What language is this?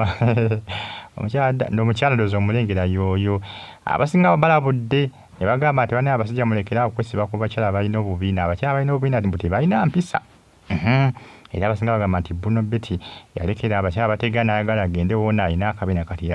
Ganda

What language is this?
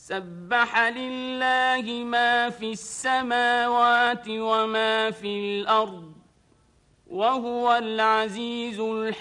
Arabic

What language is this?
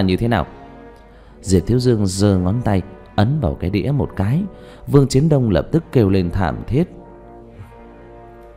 Vietnamese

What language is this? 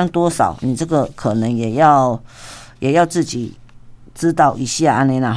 Min Nan Chinese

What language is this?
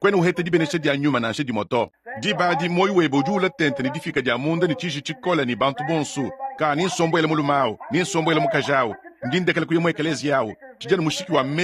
Luba-Lulua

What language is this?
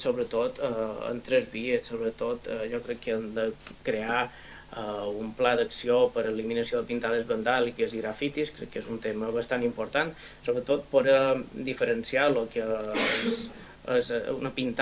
Catalan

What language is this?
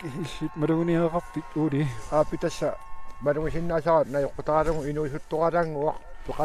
Kalaallisut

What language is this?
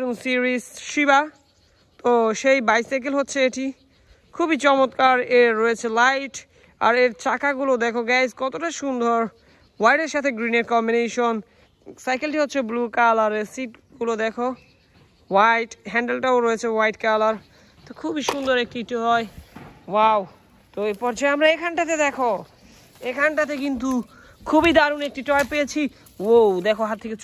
Bangla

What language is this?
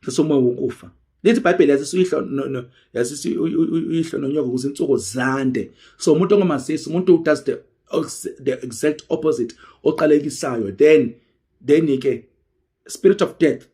Zulu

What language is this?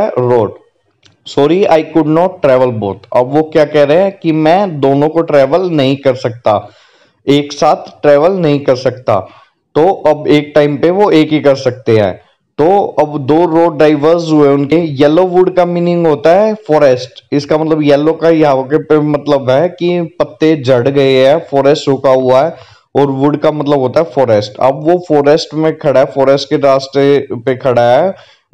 Hindi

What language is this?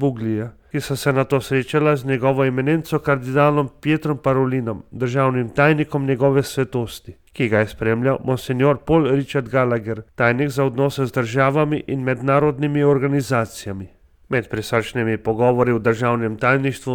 Slovenian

